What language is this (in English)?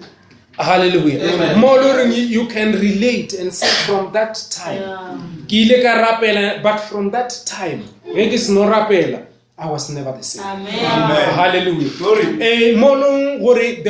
Northern Sotho